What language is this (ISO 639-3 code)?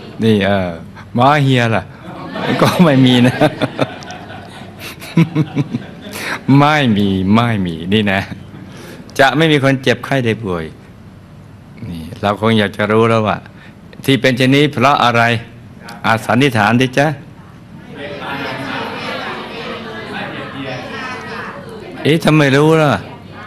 tha